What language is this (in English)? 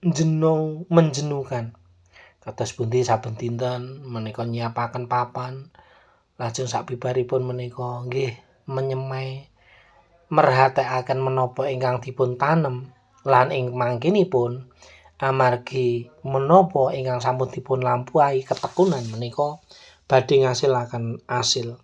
Javanese